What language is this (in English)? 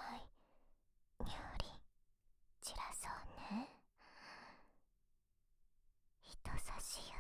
Japanese